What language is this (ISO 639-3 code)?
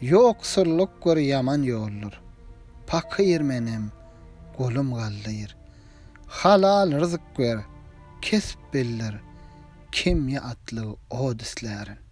tuk